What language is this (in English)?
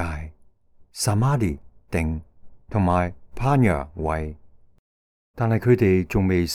Cantonese